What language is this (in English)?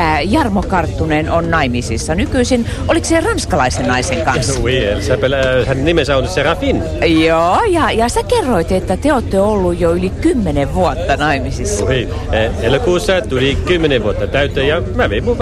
Finnish